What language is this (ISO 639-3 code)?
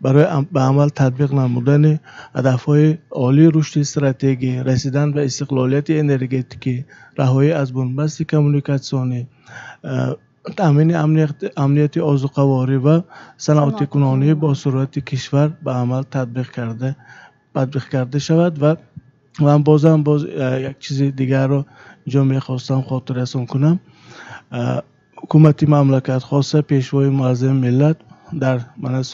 tgk